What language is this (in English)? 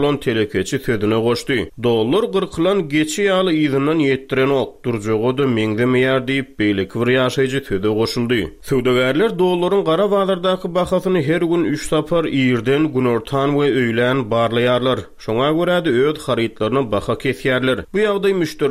Turkmen